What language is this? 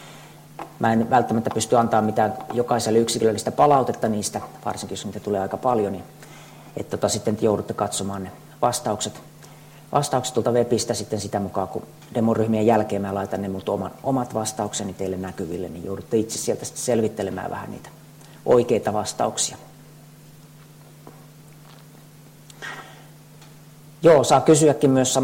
Finnish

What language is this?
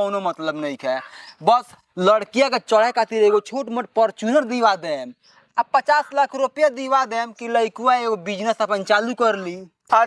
Bhojpuri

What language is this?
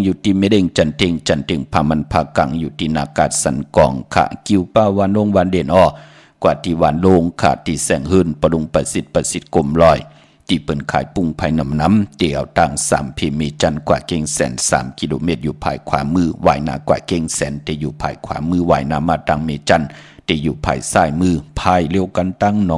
Shan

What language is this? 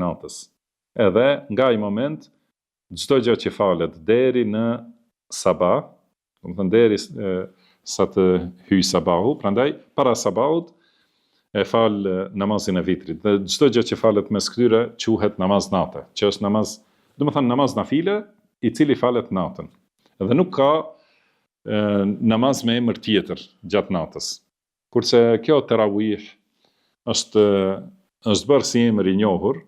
Albanian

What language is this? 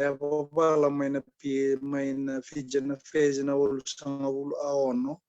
Fijian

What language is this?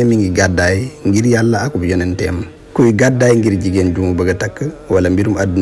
Wolof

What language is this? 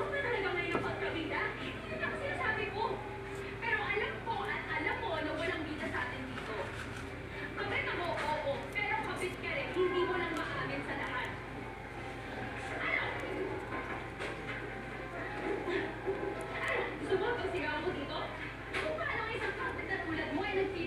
Filipino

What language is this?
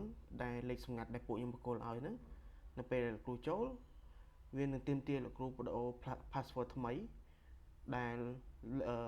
Khmer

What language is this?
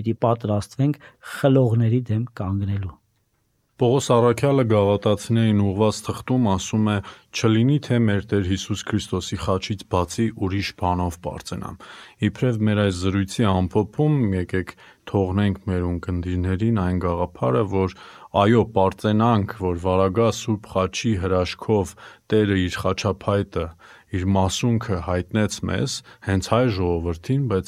Armenian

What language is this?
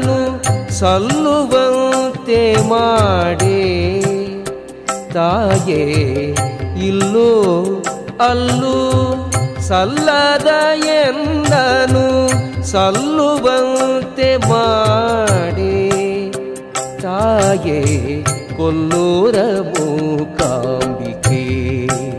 Kannada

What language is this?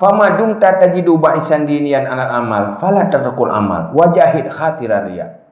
Achinese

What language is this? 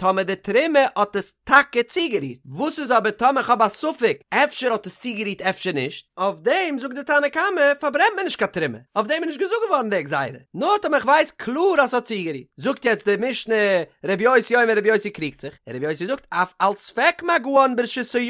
Yiddish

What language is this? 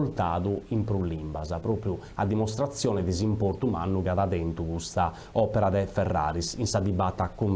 Sardinian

